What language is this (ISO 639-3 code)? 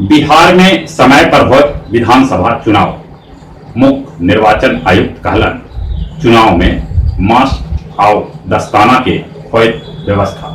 mag